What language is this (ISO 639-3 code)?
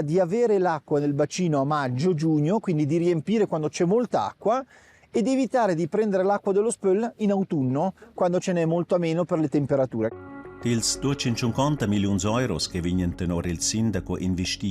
roh